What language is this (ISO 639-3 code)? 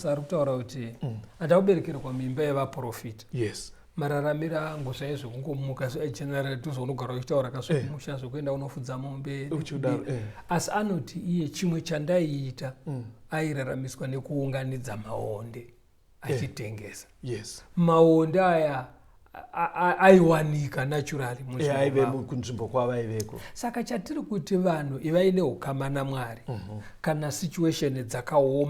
sna